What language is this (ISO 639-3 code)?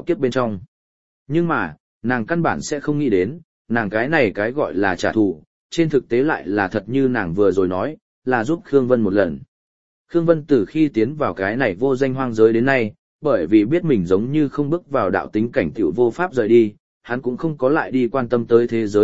vie